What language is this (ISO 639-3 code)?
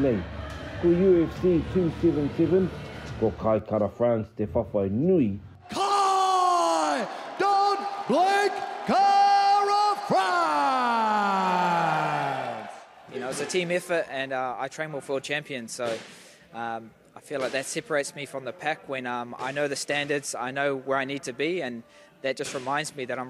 mri